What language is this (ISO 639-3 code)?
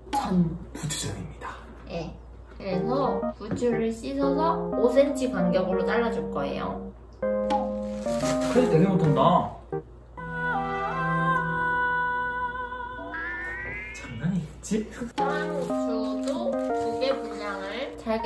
kor